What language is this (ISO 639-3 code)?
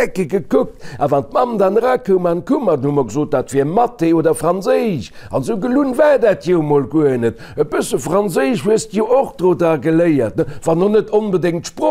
ltz